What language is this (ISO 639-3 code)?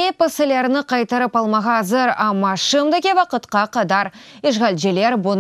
crh